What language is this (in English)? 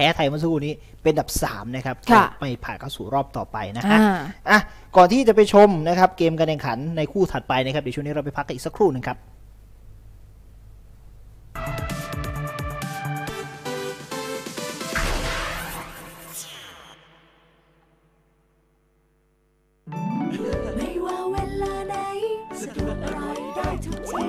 Thai